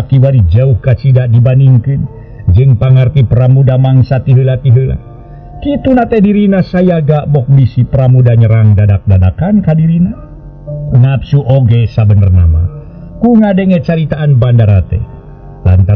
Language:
Sundanese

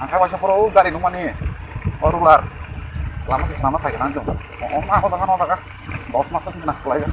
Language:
Kok Borok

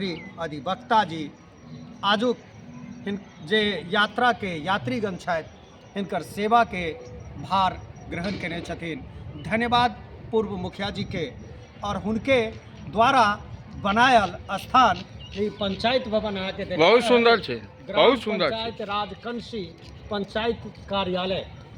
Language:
Maithili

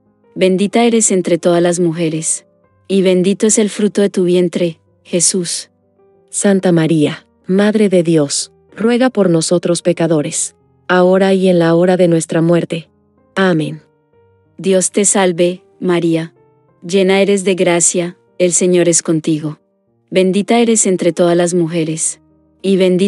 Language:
Spanish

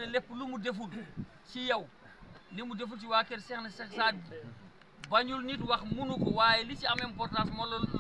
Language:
Wolof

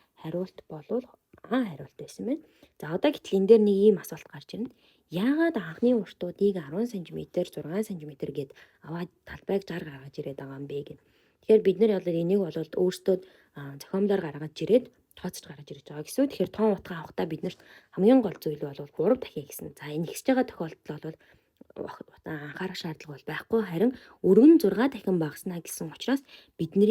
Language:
Mongolian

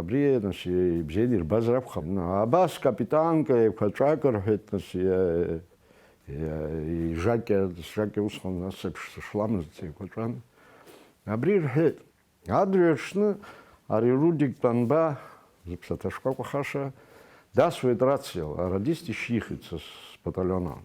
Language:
Abkhazian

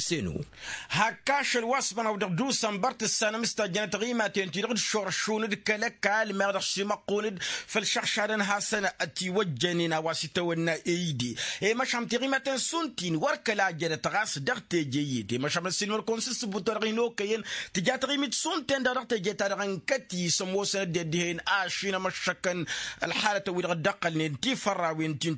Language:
Tamasheq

